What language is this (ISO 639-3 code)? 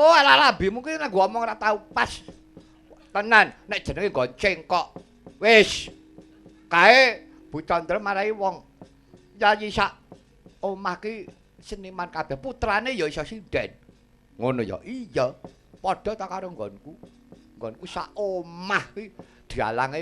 jav